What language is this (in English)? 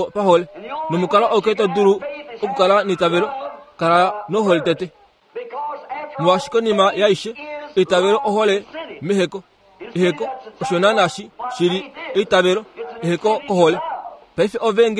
Kuanyama